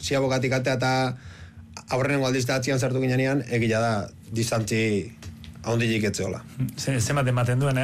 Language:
Basque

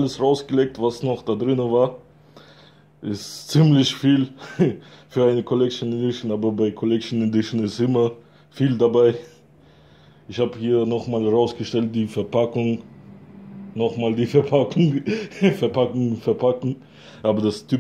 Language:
German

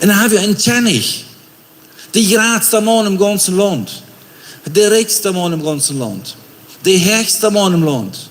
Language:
Plautdietsch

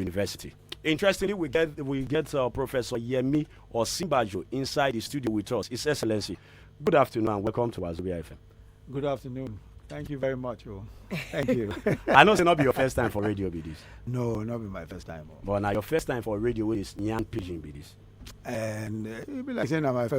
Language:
Nigerian Pidgin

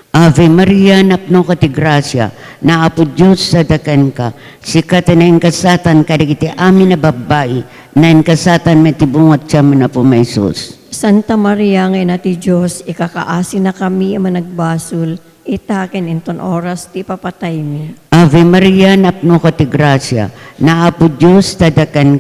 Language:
Iloko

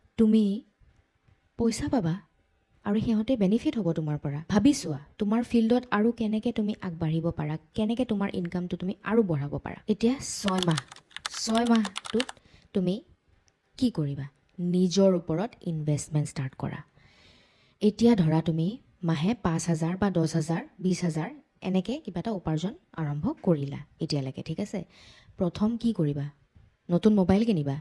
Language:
Assamese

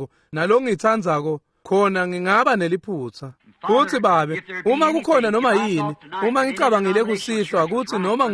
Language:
Swati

